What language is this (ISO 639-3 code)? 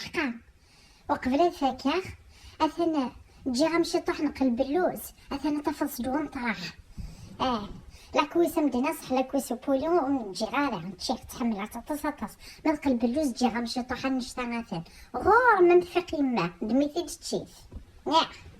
kab